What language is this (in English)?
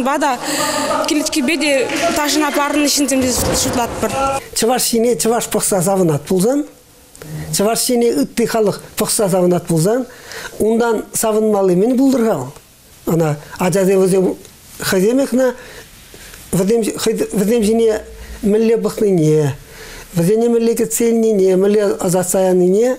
Chuvash